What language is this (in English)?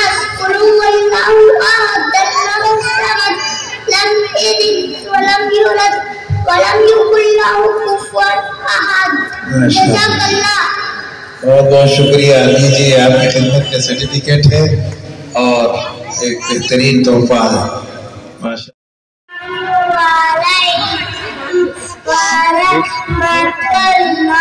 Urdu